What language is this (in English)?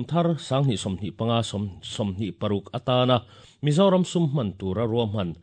Mizo